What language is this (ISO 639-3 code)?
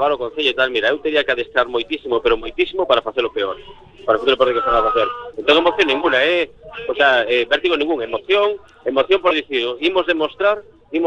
glg